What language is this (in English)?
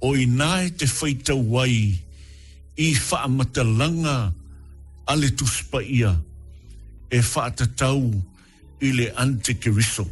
Samoan